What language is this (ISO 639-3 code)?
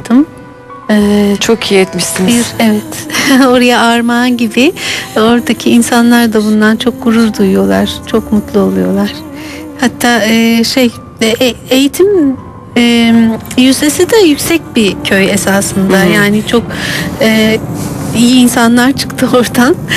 tur